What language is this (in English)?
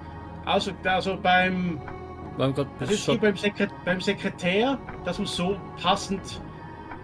Swiss German